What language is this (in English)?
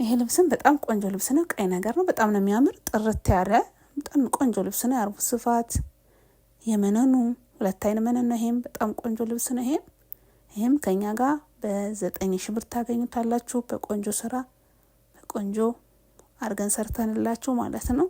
Amharic